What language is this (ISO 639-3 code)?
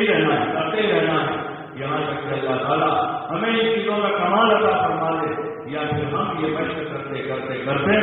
urd